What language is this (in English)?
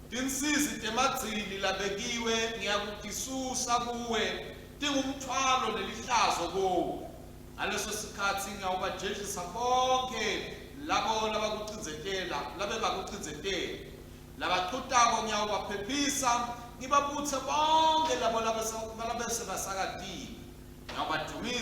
Swati